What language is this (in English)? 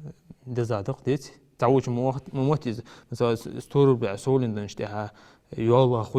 Ingush